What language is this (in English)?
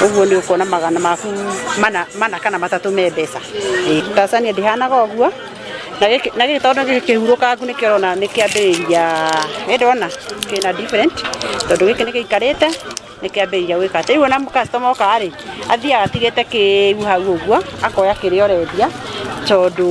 Kikuyu